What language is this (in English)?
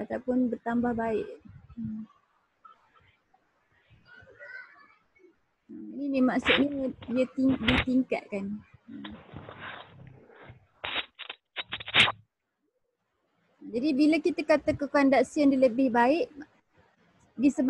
Malay